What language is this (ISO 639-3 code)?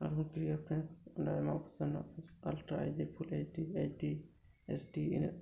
sat